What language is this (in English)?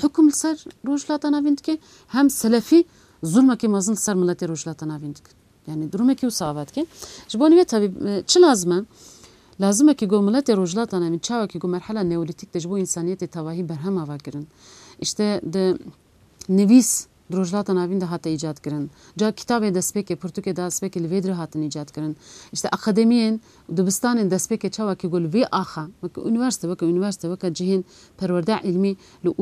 Kurdish